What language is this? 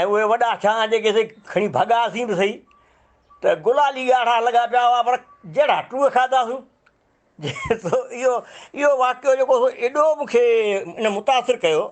Sindhi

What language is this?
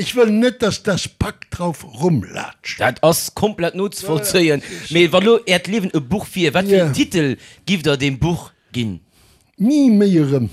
Luxembourgish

